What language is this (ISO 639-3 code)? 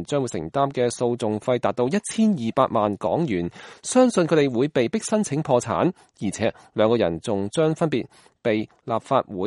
yue